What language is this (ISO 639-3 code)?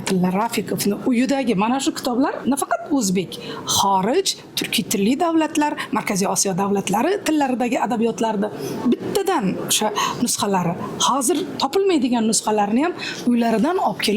uzb